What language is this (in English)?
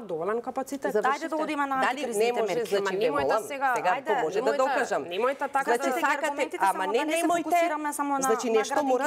Macedonian